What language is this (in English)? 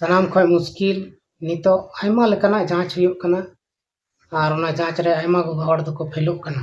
Santali